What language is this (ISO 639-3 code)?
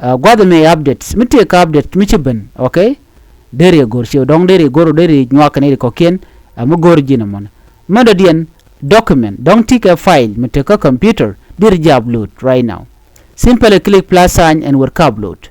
nus